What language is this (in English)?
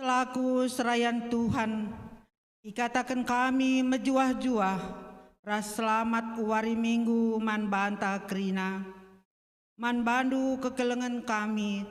Batak Karo